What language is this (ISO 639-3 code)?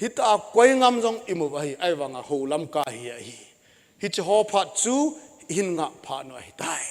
tcz